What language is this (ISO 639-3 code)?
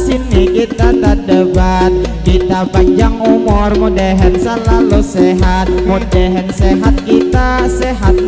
bjn